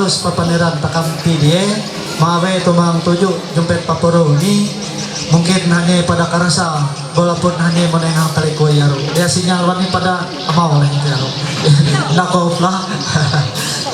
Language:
Ma'anyan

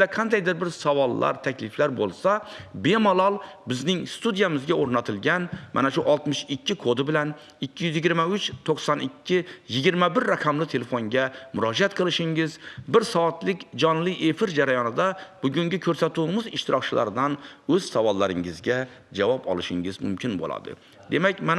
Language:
Uzbek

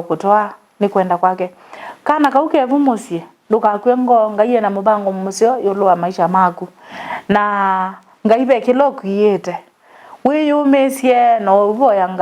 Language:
Kamba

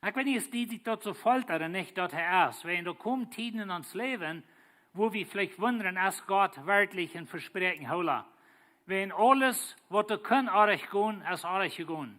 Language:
Plautdietsch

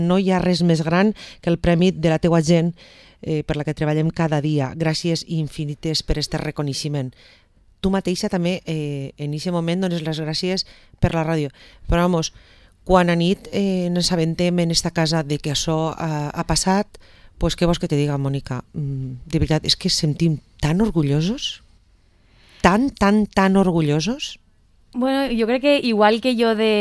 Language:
Catalan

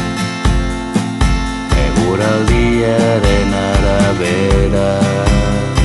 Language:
Basque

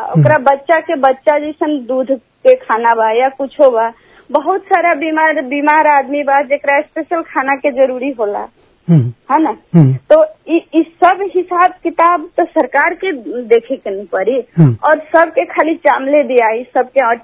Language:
Bhojpuri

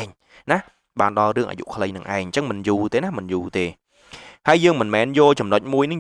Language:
Khmer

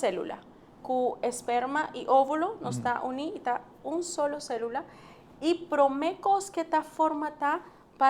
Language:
Papiamento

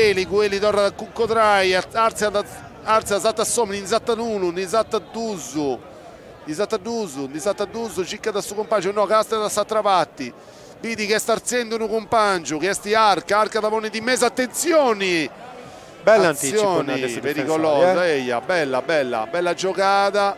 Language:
Sardinian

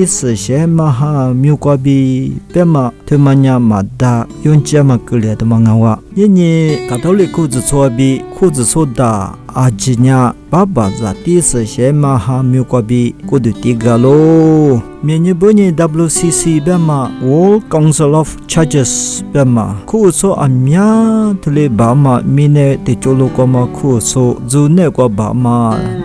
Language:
Lisu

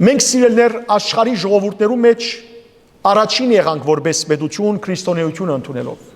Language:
Western Armenian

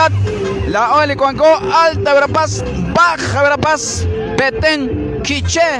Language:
Kekchí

